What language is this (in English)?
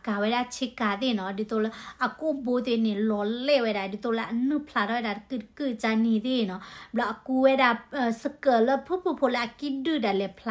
S'gaw Karen